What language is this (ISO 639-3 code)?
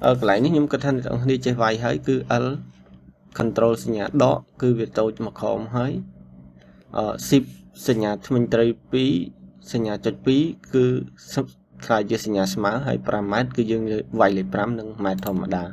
khm